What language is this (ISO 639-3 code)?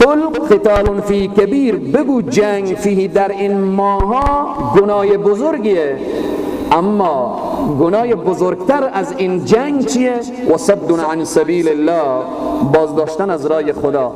fas